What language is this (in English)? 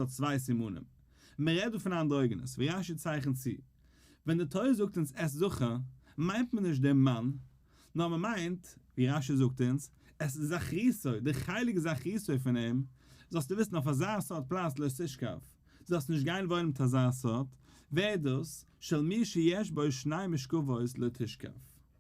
Yiddish